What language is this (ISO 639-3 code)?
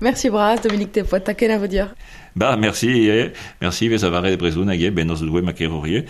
bre